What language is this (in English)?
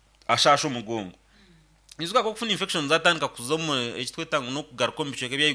Nyankole